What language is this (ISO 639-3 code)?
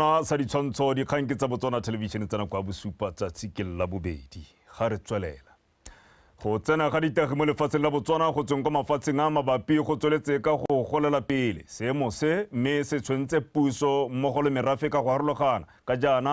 tsn